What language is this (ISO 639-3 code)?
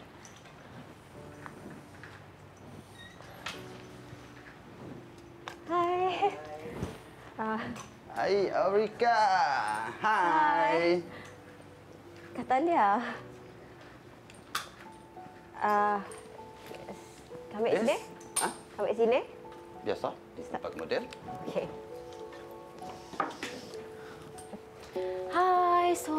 msa